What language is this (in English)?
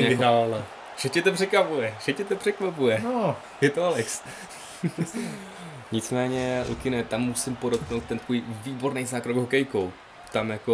Czech